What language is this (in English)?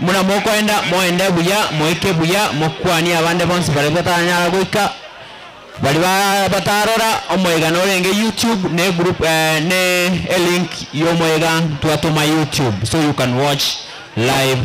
Gusii